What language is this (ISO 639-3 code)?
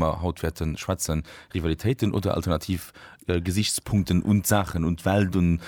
ltz